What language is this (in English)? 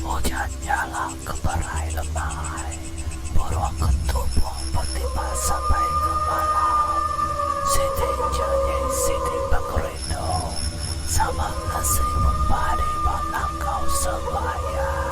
Iban